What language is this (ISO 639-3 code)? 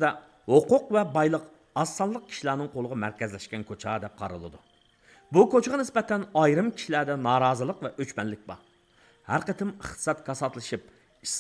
uig